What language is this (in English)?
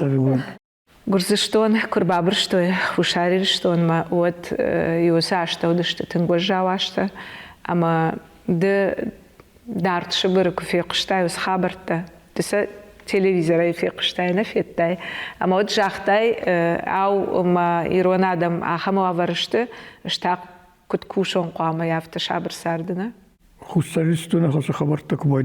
Ossetic